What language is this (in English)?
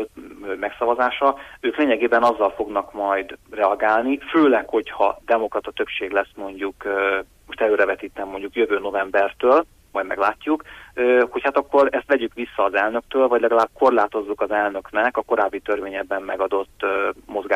Hungarian